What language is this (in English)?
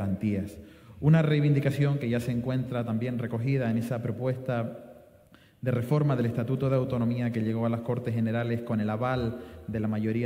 Spanish